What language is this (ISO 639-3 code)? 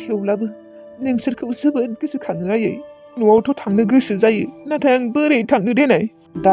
brx